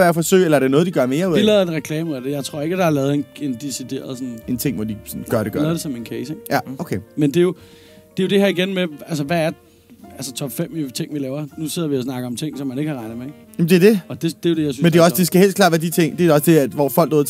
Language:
Danish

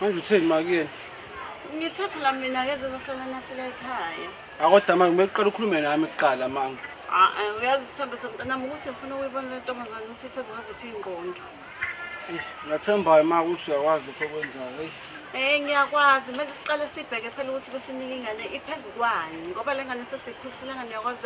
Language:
Zulu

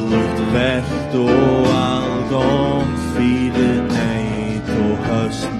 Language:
Faroese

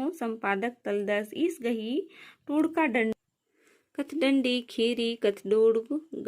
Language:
Kurukh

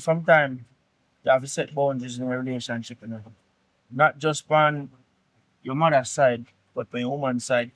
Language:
Jamaican Creole English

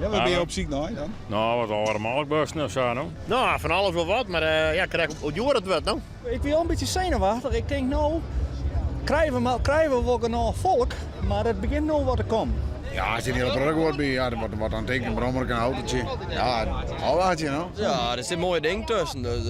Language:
Western Frisian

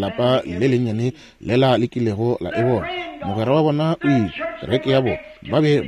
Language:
Northern Sotho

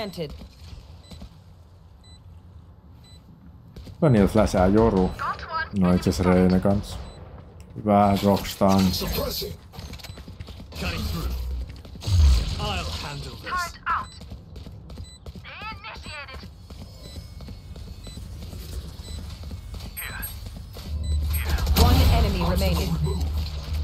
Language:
Finnish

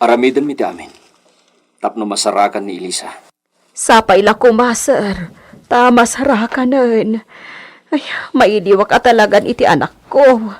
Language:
Iloko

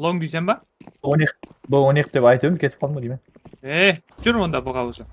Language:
Kara-Kalpak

